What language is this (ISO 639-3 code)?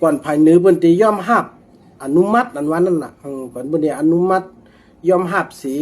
shn